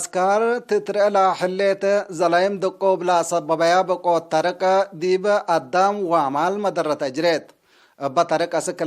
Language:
Tigre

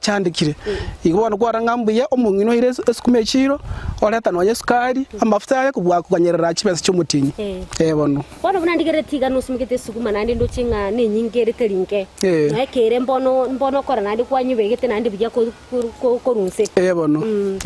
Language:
Gusii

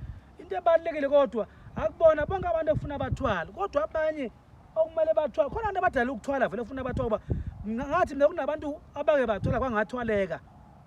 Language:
Zulu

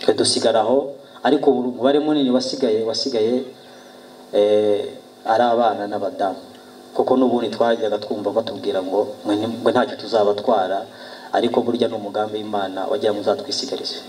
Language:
Kinyarwanda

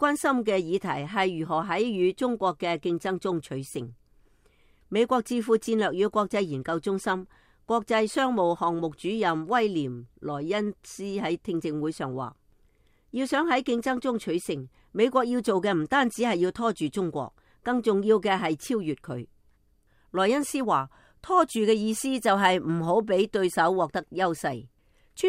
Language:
Cantonese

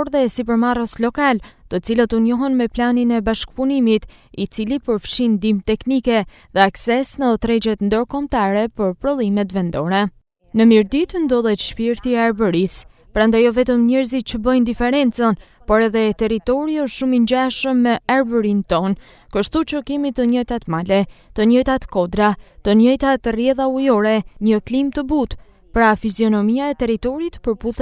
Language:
Albanian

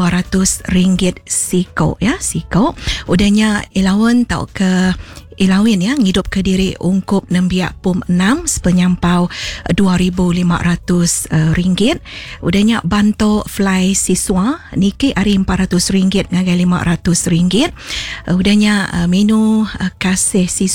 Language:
Iban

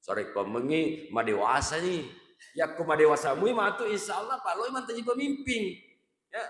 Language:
Buginese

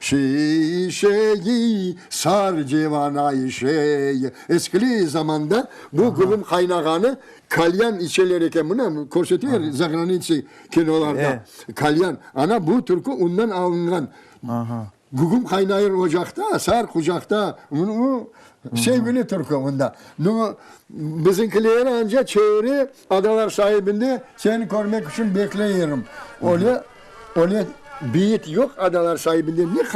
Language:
Crimean Tatar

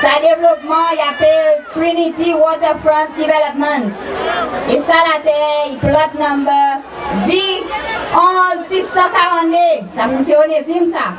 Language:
Seselwa Creole French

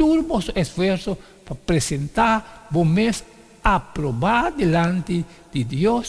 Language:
Papiamento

